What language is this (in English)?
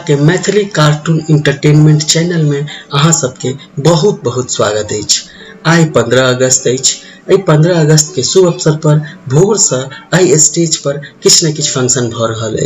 Maithili